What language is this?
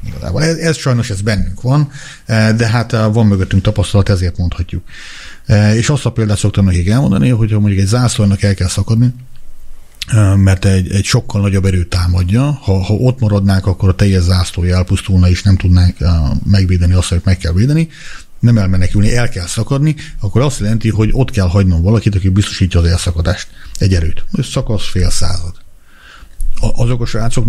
Hungarian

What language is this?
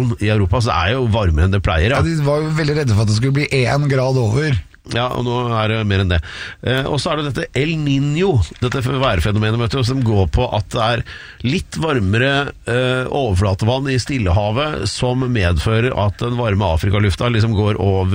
Norwegian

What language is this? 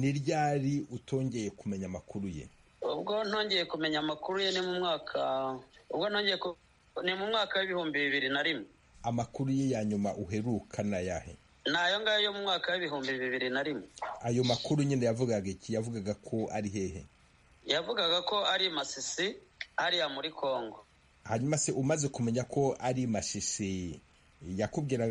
Kinyarwanda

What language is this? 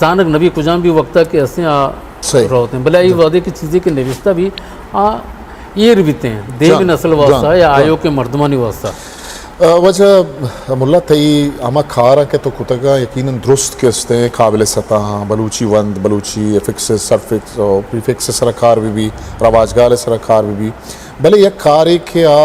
Eastern Balochi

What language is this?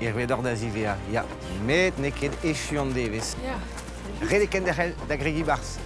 Breton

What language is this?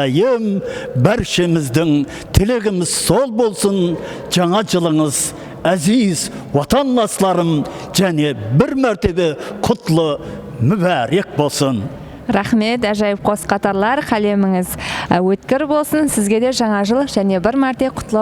Kara-Kalpak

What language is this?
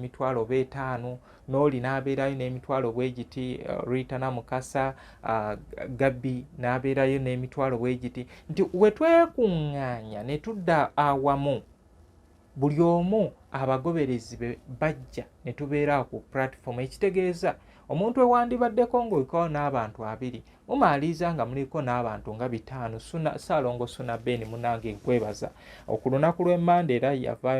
Ganda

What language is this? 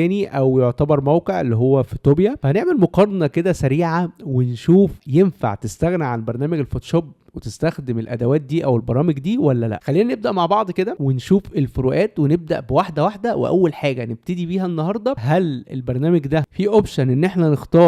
Egyptian Arabic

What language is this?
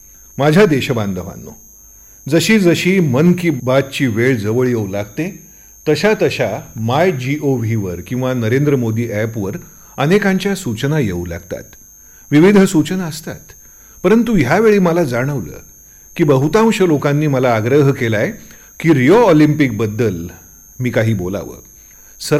Marathi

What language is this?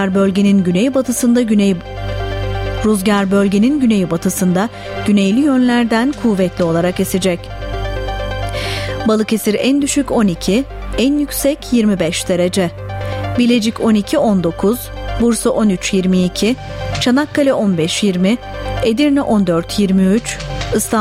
Turkish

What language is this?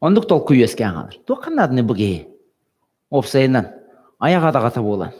Yakut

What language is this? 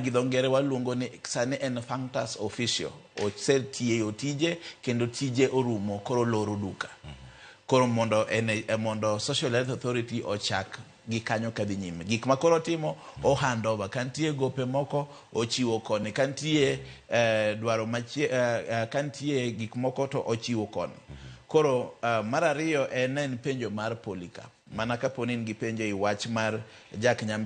Luo (Kenya and Tanzania)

